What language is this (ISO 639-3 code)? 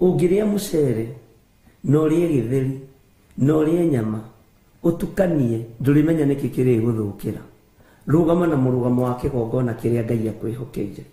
kik